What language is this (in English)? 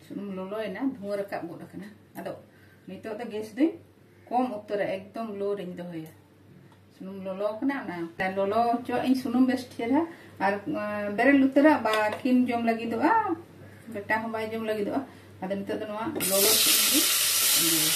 Santali